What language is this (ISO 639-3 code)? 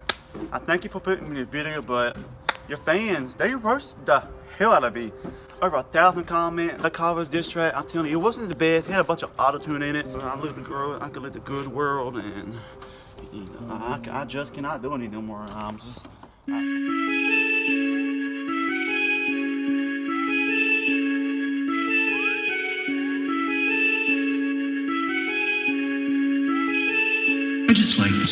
eng